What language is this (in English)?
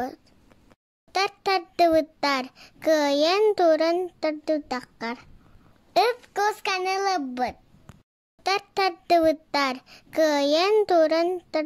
Yakut